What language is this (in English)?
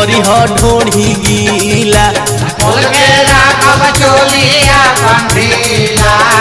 Bhojpuri